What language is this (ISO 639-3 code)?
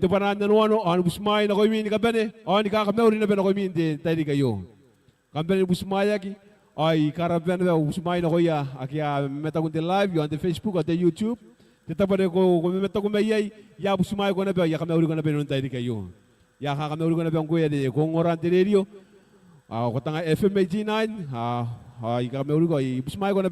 gil